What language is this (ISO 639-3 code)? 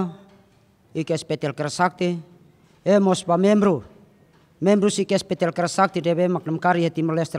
tet